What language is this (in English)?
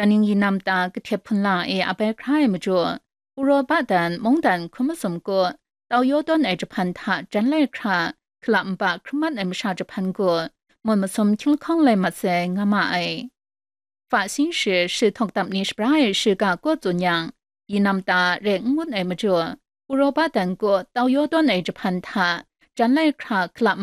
Kachin